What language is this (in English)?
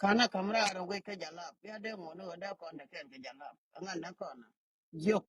Nuer